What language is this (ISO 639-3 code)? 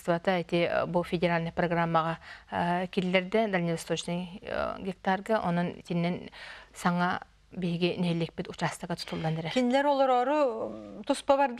sah